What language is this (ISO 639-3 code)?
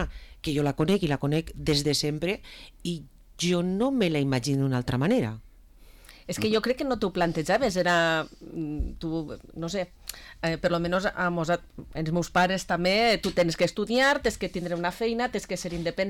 cat